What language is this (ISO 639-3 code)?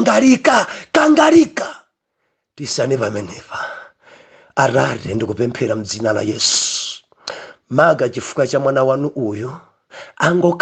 nya